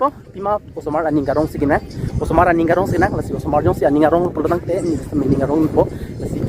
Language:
Karbi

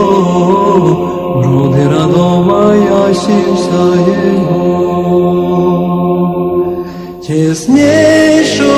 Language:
Serbian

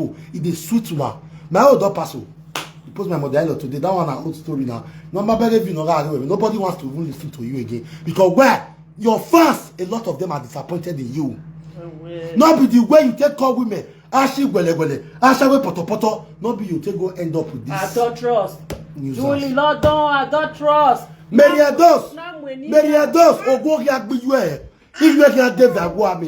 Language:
Nigerian Pidgin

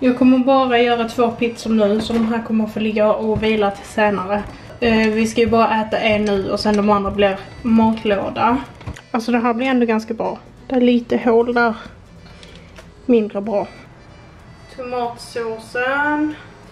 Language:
Swedish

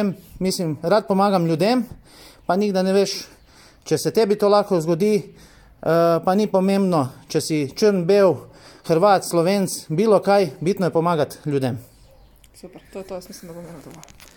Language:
Slovenian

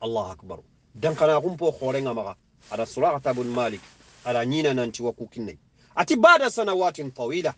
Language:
Soninke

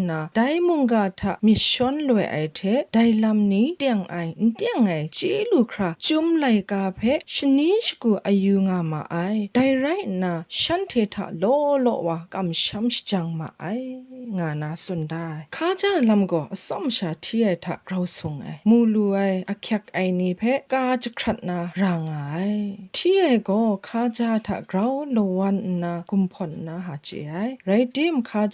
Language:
Kachin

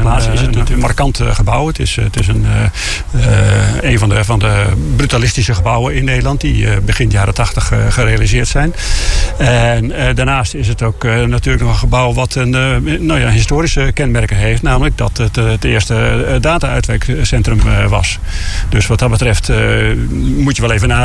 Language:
Dutch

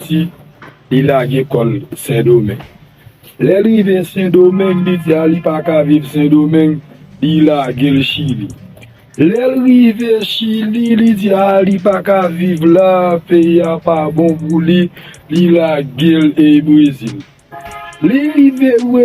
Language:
Haitian Creole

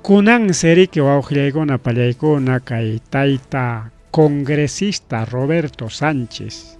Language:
Ayacucho Quechua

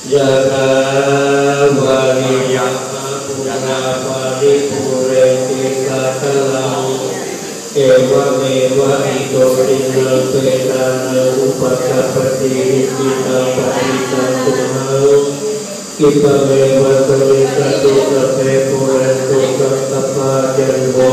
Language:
Pali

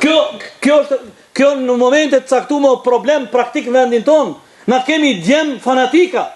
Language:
Albanian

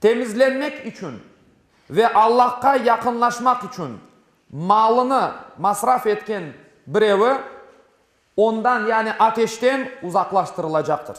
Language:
Crimean Tatar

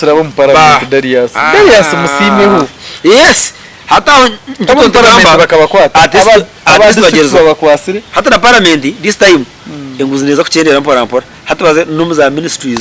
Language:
Nyankole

